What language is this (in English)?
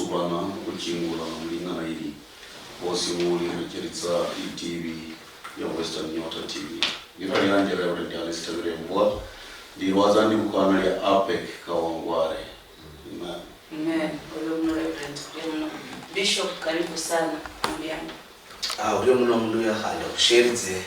Luyia